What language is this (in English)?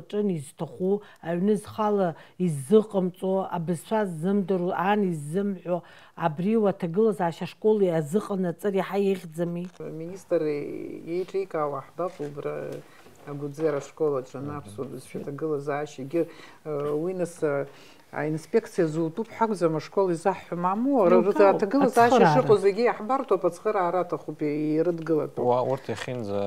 Abkhazian